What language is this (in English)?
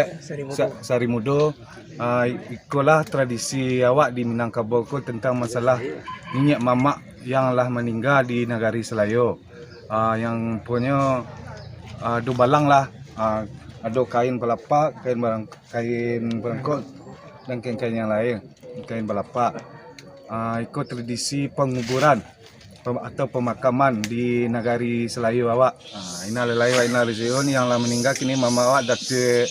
Minangkabau